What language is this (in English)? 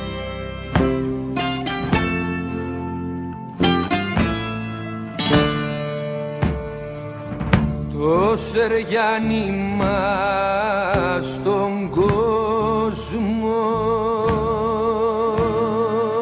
Greek